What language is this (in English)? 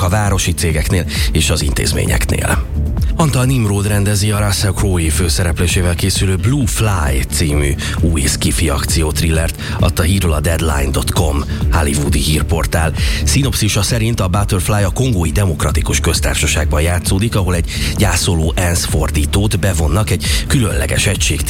Hungarian